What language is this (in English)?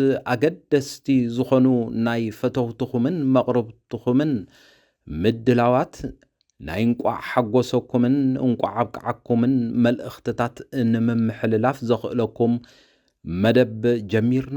Tigrinya